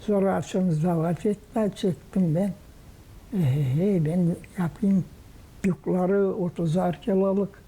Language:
Gagauz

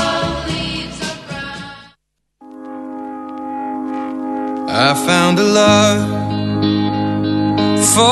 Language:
Greek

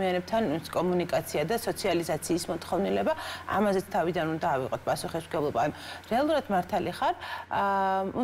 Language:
Georgian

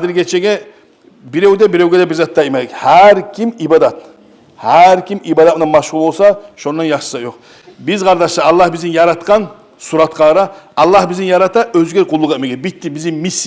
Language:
Kumyk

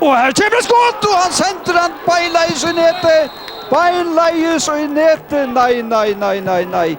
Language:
Faroese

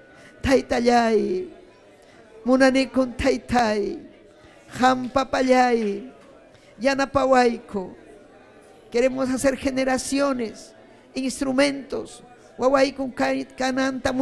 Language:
Ayacucho Quechua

